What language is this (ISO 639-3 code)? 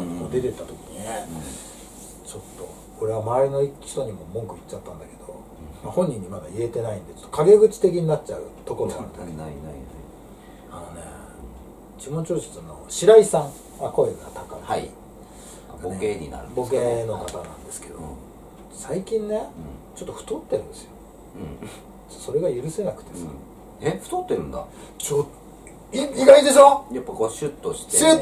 jpn